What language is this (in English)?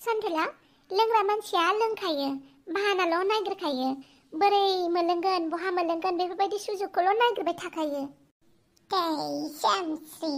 Bodo